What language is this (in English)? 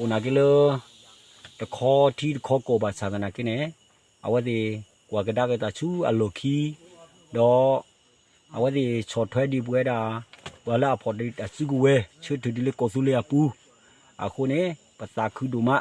S'gaw Karen